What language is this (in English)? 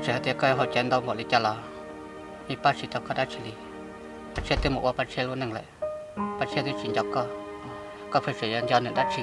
Hmong